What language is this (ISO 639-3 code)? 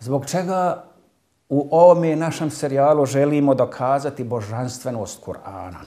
bos